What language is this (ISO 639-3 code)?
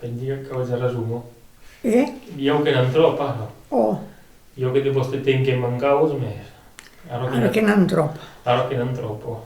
oci